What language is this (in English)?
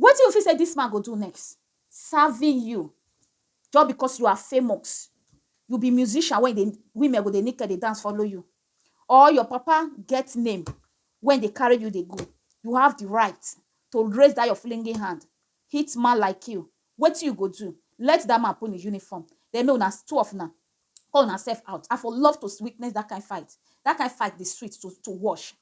Nigerian Pidgin